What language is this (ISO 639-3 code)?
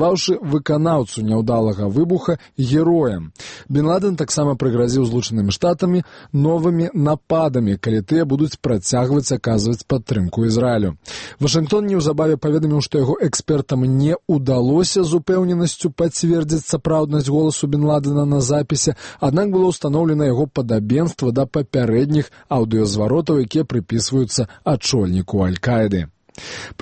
bel